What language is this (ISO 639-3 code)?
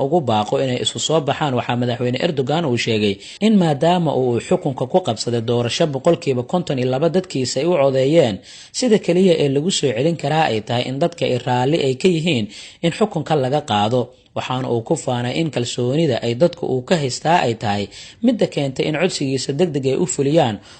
som